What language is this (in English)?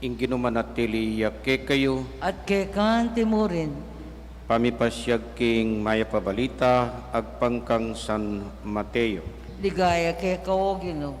Pampanga